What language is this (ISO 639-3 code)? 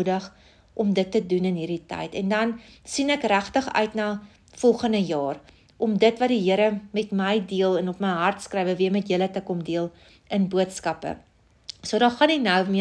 afr